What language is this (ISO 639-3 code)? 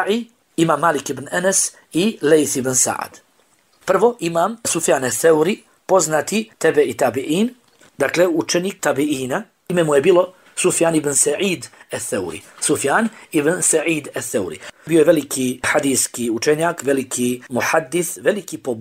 bos